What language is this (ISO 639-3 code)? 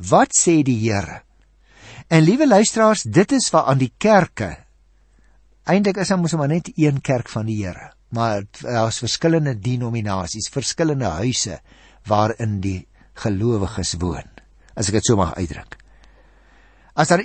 afr